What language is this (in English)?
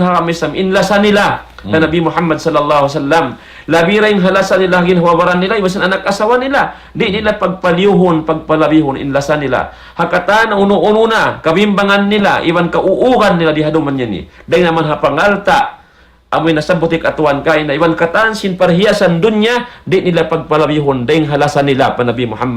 Tausug